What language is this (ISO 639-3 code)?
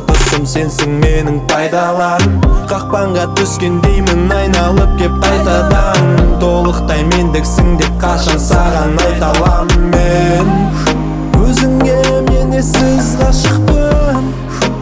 kaz